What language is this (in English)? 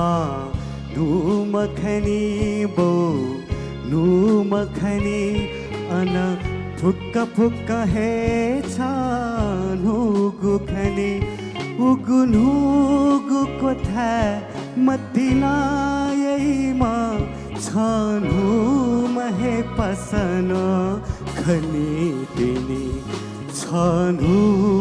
Newari